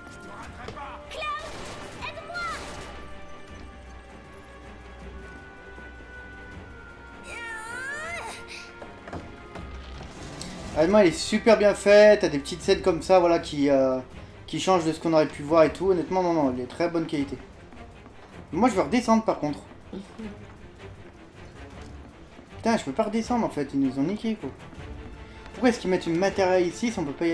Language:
French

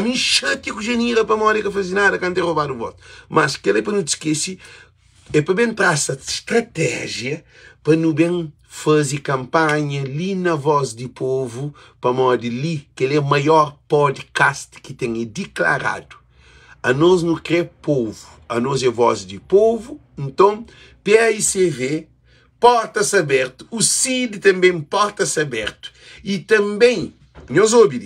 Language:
Kabuverdianu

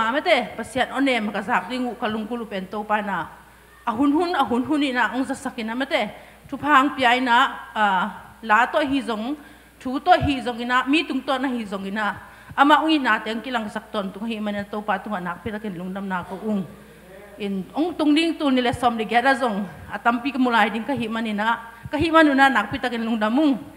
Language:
Tedim Chin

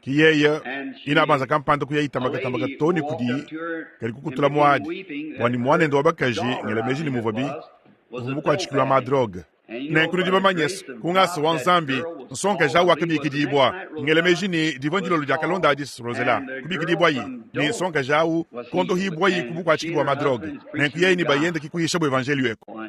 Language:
Luba-Lulua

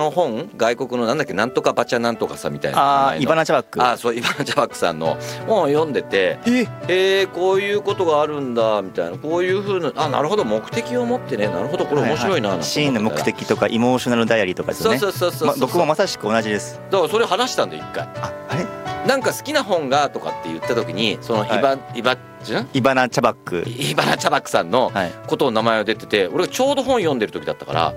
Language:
Japanese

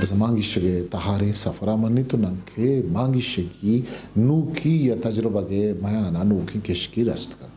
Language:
Eastern Balochi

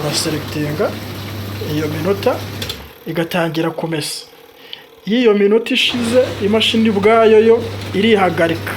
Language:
Kinyarwanda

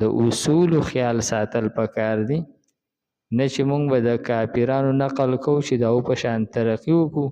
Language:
Pashto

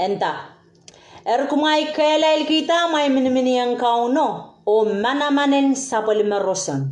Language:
Pohnpeian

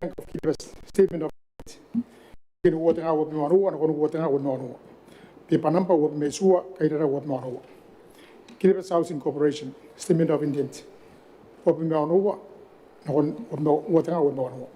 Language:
Gilbertese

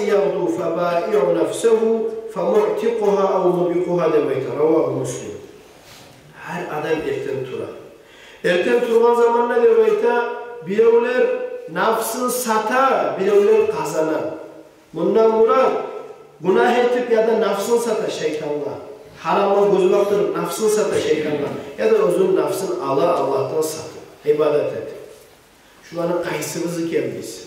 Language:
Kumyk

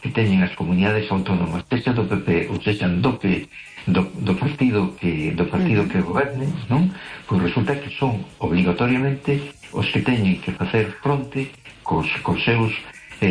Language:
Galician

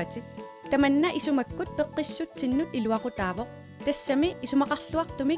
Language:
Kalaallisut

